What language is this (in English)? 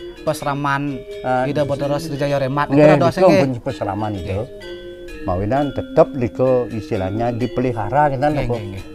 Balinese